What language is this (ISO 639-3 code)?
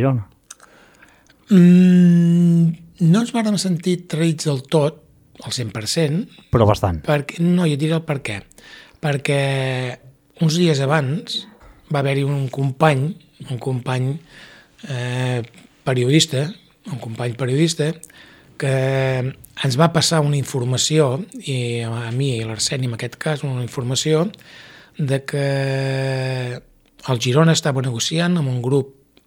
cat